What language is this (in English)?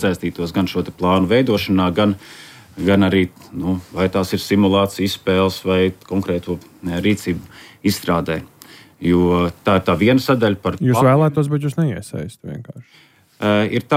Latvian